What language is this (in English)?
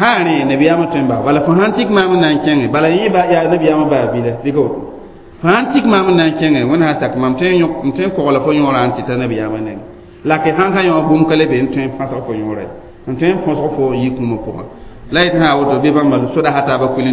Mossi